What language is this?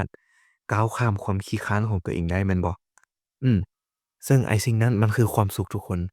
Lao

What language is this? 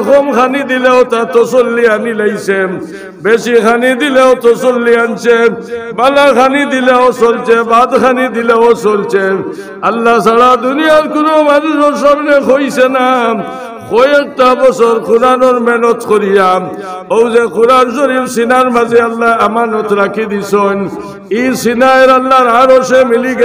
Sylheti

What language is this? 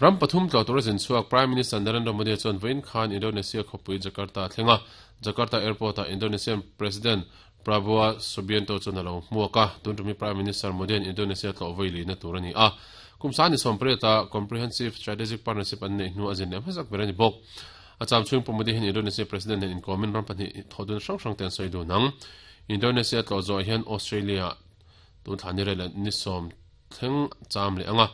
Mizo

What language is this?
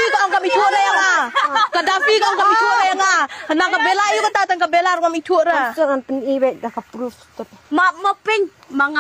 Khasi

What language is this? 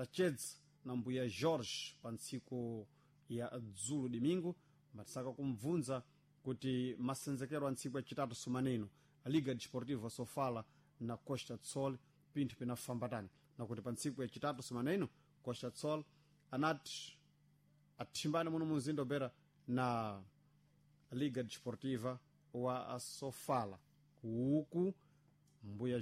Sena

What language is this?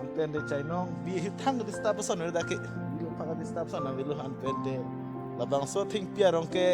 Karbi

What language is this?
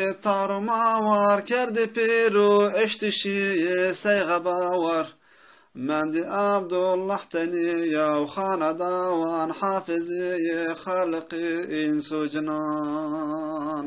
Zaza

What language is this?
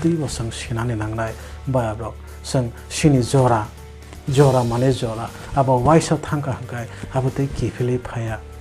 Kok Borok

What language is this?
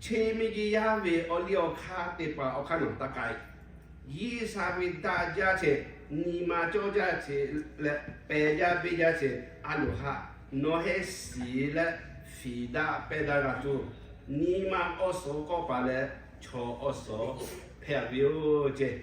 Lahu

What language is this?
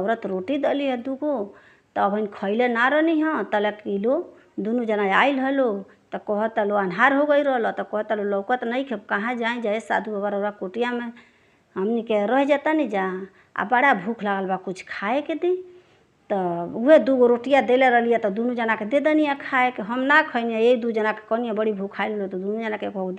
Bhojpuri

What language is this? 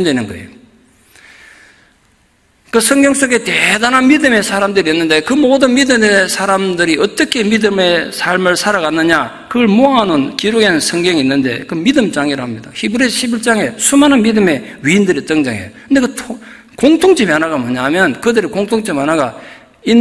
Korean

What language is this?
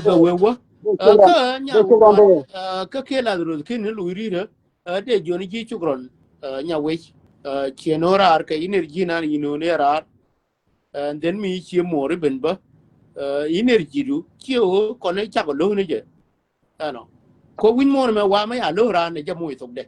Nuer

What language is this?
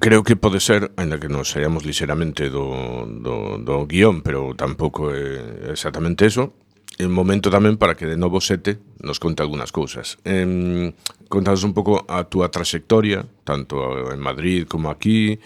Galician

